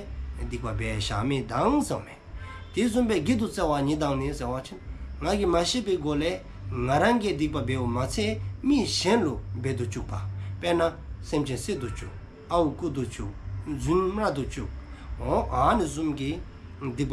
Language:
Dzongkha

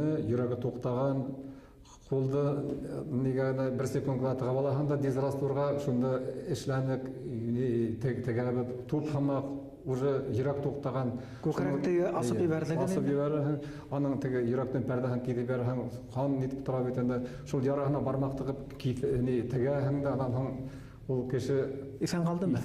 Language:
Bashkir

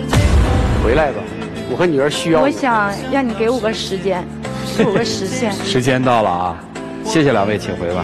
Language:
Chinese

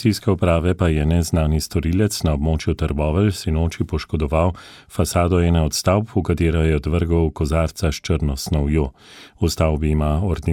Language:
Slovenian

